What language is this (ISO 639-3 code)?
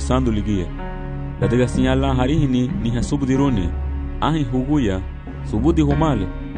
cab